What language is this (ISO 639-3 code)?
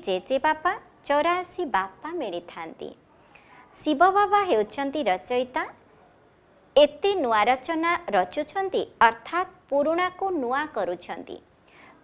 ori